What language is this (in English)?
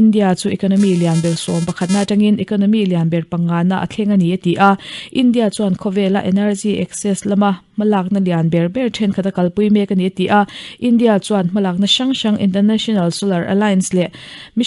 Mizo